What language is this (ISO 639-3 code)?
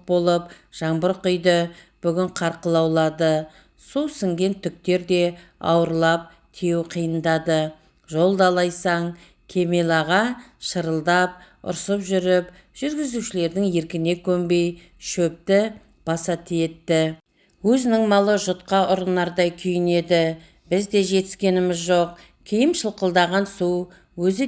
kaz